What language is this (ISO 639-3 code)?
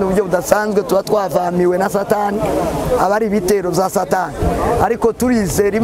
kin